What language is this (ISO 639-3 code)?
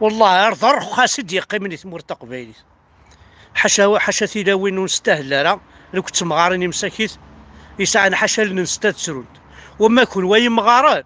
kab